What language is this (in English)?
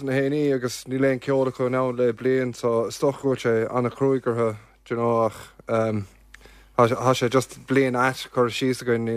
Irish